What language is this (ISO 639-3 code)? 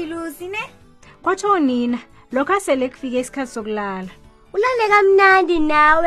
nbl